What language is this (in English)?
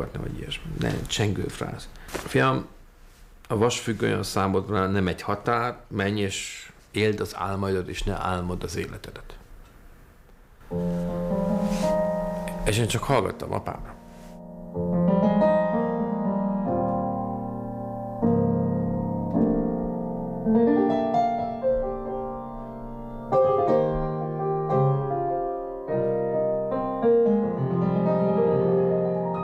Hungarian